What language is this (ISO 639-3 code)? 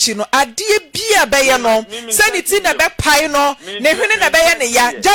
aka